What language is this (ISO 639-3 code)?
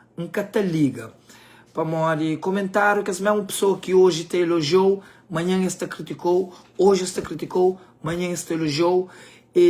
kea